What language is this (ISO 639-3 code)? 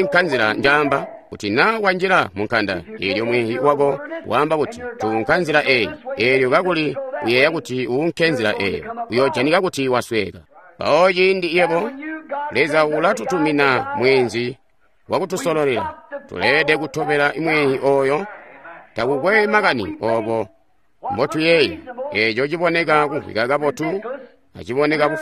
toi